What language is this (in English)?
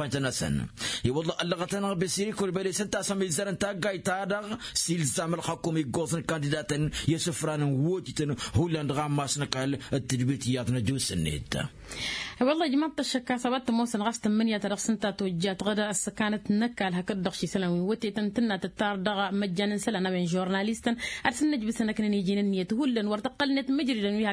Tamasheq